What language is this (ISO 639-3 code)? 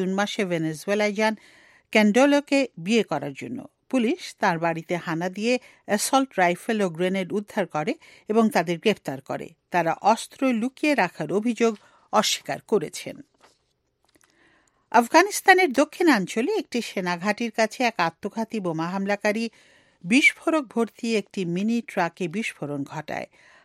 ben